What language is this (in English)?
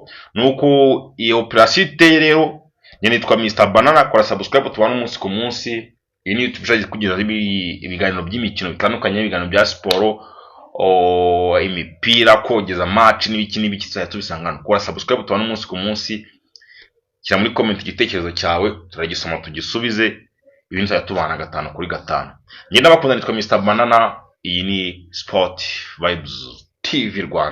Kinyarwanda